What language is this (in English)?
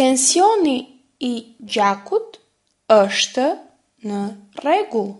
Albanian